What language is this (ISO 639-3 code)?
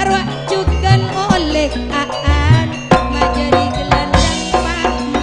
mad